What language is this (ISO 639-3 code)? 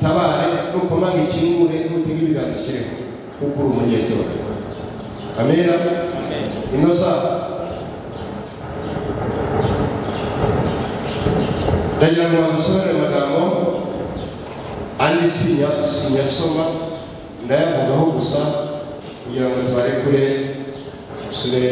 kin